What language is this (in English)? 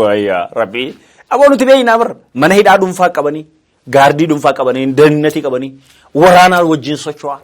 Oromo